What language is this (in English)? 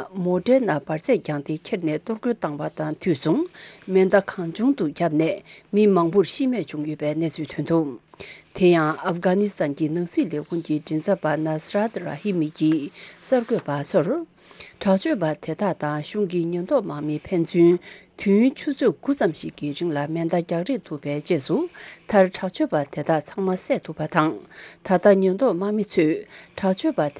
Tibetan